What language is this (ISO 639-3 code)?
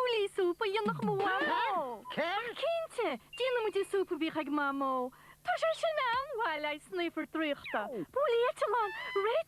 gle